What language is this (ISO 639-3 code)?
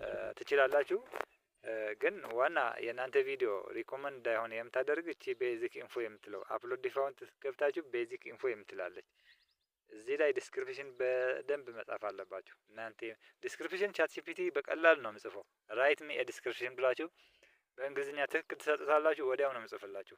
amh